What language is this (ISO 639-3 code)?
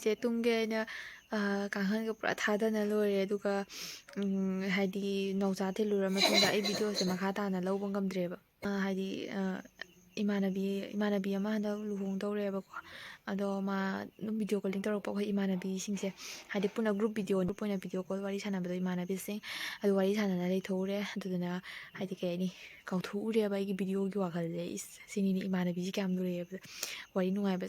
mni